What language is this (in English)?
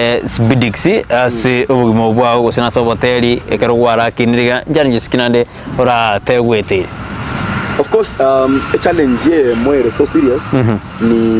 Gusii